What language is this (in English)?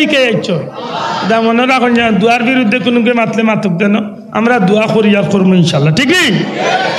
Sylheti